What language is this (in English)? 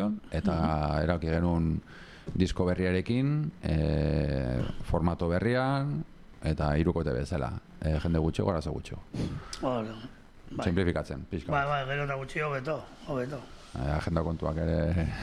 Basque